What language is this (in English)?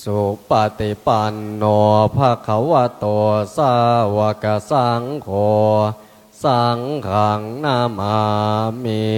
Pali